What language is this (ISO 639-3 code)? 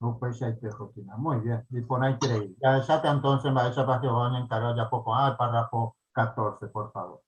grn